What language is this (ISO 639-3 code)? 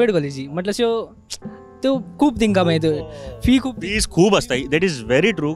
kok